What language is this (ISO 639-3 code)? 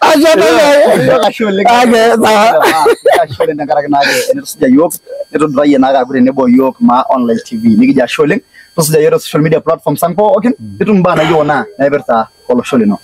mas